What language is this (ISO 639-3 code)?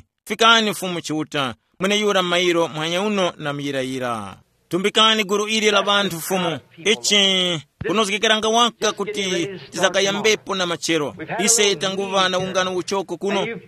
tum